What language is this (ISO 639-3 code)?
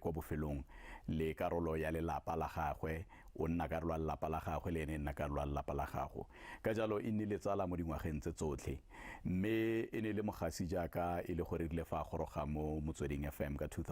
tsn